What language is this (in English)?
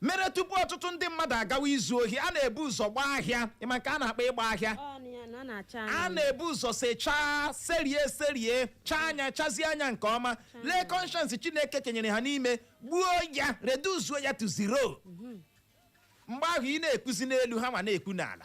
Igbo